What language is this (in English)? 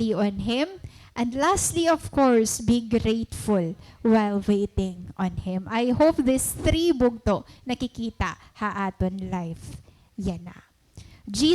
Waray